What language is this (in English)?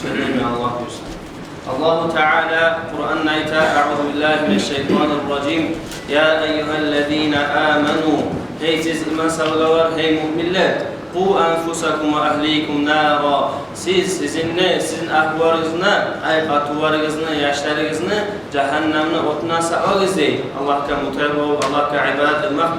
Kumyk